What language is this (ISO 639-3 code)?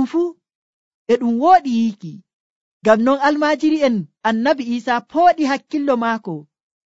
fuv